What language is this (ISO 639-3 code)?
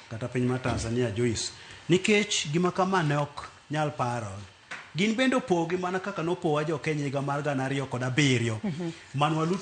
luo